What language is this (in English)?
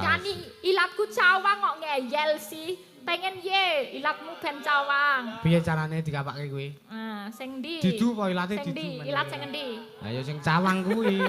Javanese